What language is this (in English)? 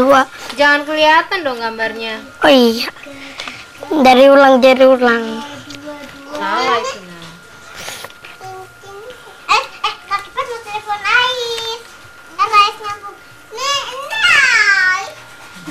Indonesian